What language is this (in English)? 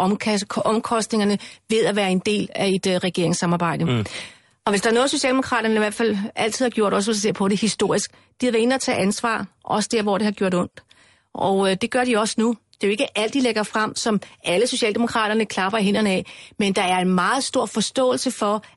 Danish